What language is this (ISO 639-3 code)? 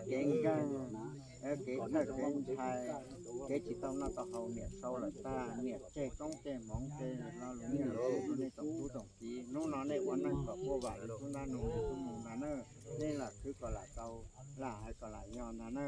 hmn